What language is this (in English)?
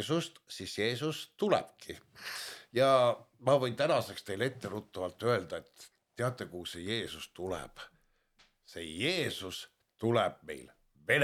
Estonian